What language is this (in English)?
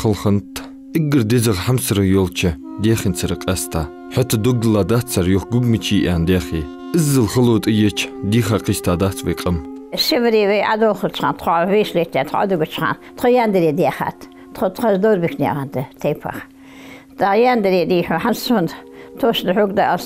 Ingush